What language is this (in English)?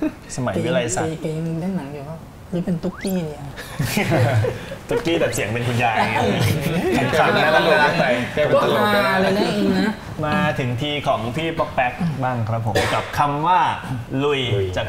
Thai